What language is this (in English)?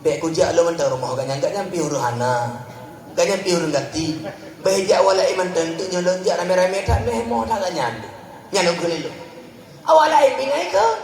Achinese